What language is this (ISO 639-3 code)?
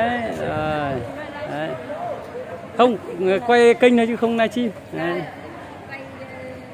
vie